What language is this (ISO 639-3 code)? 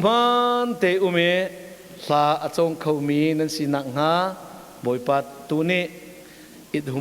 cnh